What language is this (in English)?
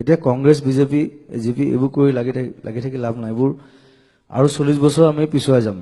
Assamese